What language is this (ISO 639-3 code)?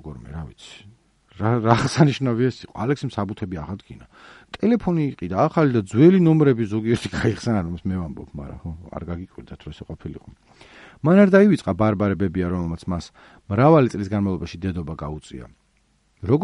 kat